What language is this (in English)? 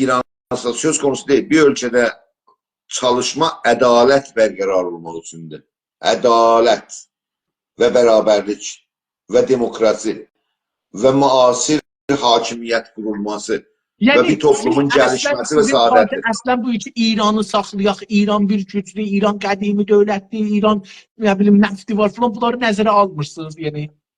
South Azerbaijani